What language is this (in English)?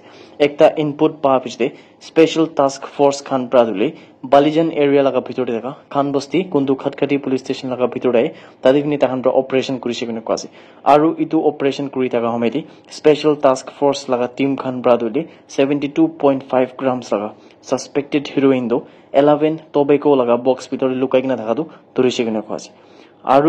Naga Pidgin